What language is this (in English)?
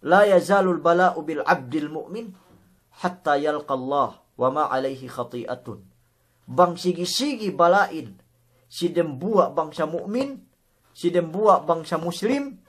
Yakan